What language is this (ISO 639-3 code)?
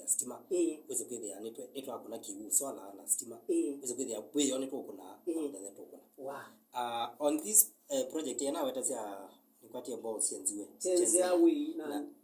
kam